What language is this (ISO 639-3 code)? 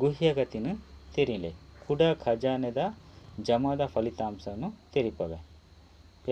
tcy